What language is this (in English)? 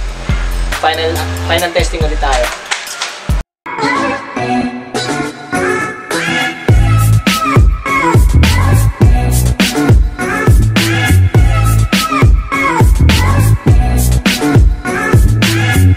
Filipino